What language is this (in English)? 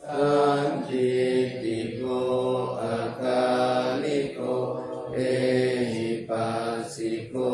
Pali